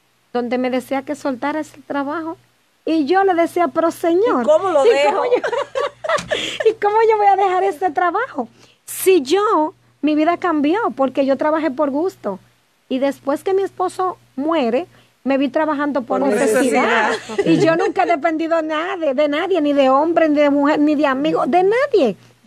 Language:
Spanish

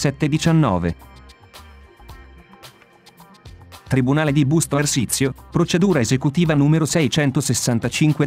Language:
Italian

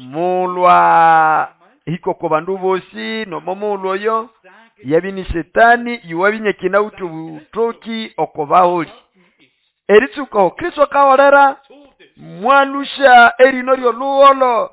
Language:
Nande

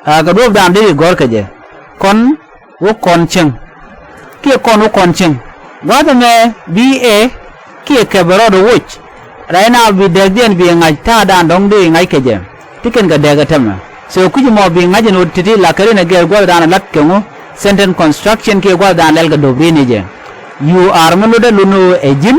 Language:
Nuer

